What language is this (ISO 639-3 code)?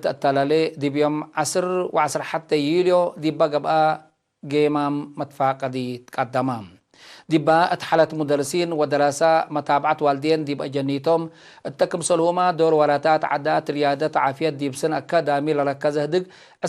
tig